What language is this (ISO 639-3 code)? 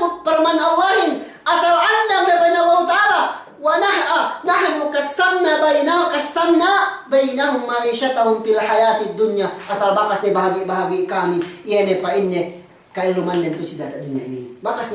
yka